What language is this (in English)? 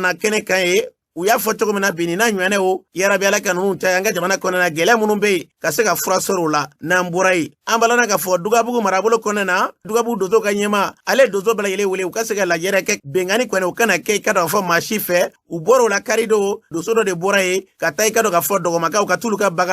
Bambara